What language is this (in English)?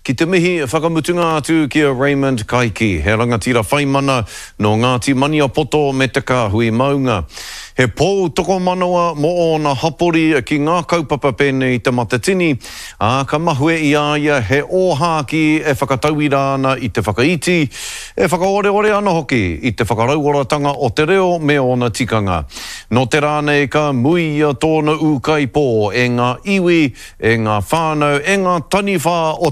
Māori